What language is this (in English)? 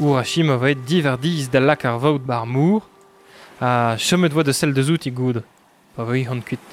Breton